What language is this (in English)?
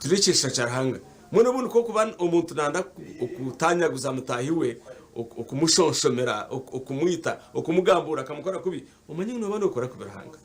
Nyankole